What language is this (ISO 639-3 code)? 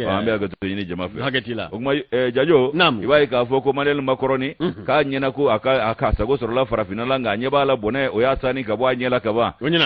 bam